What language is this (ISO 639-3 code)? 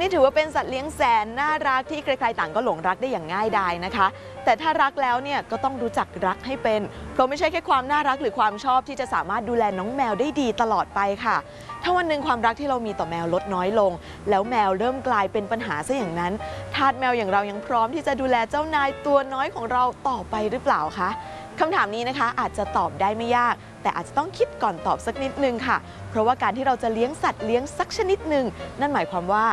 tha